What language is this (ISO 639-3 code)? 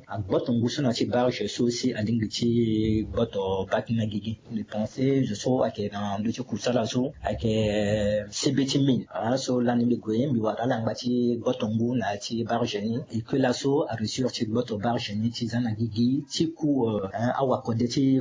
sag